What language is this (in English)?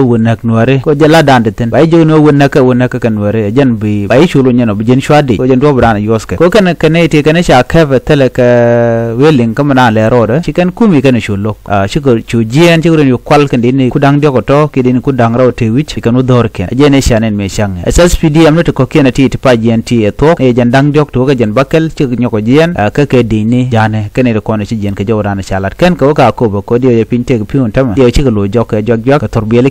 Nuer